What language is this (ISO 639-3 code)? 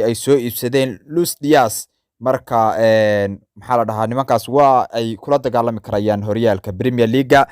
som